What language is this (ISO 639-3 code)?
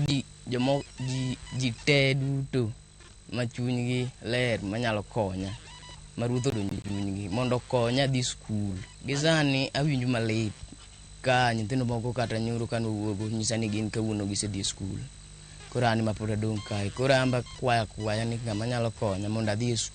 luo